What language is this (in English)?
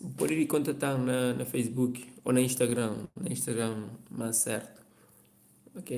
Kabuverdianu